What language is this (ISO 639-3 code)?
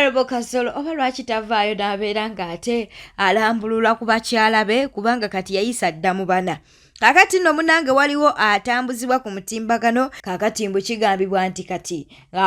lug